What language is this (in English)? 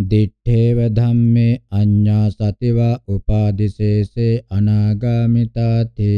Pali